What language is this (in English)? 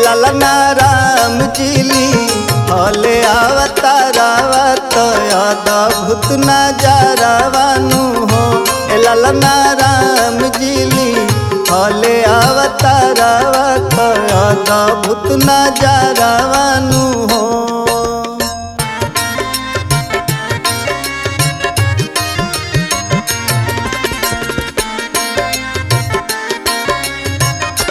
Bhojpuri